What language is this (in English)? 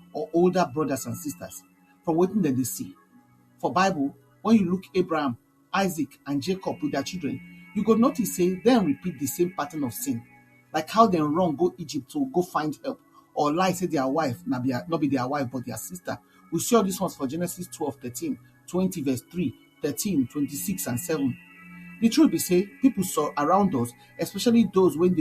Nigerian Pidgin